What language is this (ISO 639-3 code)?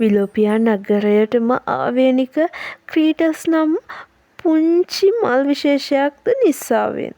sin